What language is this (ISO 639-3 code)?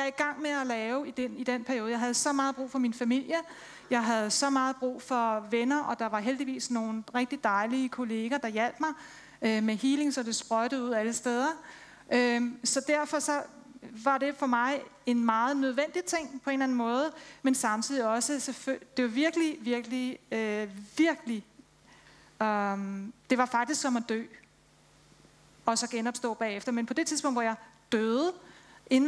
dan